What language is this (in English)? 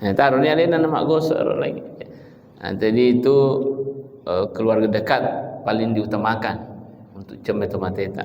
Buginese